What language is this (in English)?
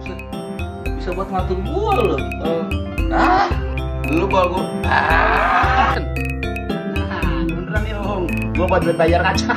Betawi